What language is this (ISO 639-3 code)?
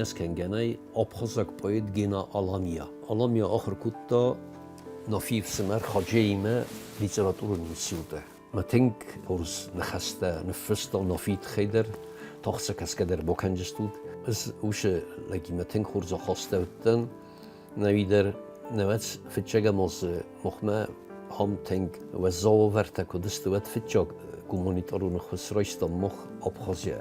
oss